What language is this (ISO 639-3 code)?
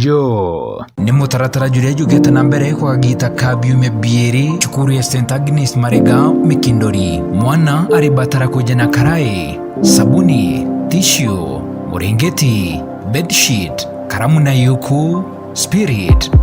mer